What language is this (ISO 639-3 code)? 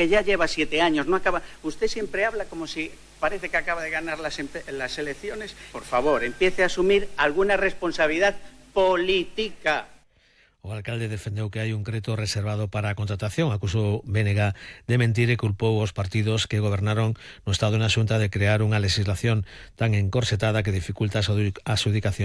glg